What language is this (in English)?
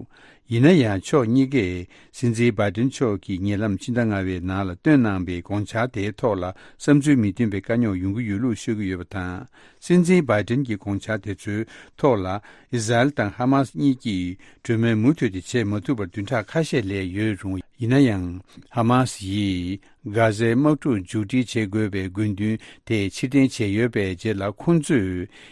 Tibetan